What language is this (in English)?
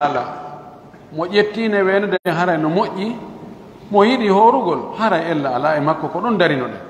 Fula